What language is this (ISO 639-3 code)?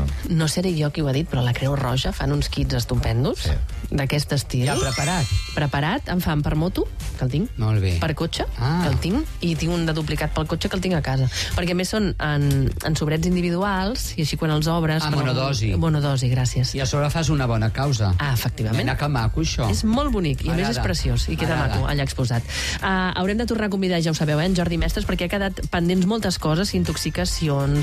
cat